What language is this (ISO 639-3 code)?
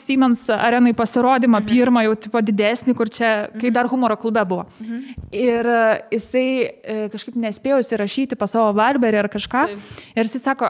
lit